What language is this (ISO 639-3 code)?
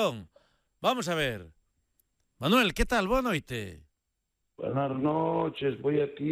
glg